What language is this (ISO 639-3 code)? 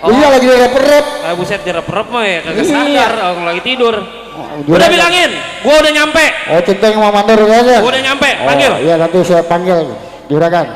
bew